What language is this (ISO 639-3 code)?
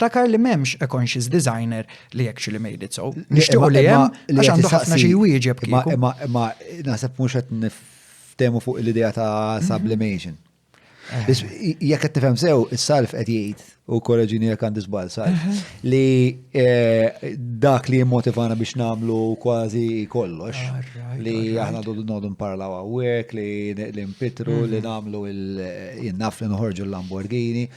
mlt